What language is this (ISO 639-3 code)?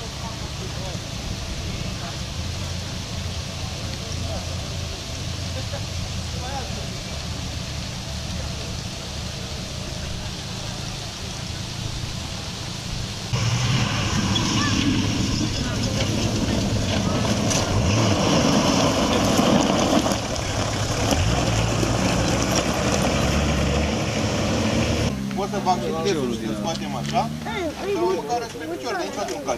ron